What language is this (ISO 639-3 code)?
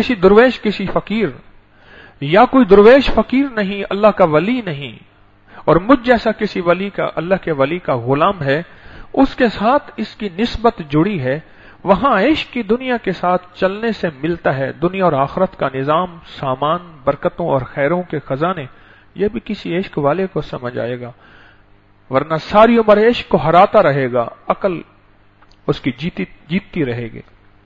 urd